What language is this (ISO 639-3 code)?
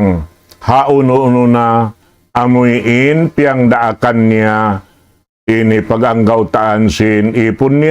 tsg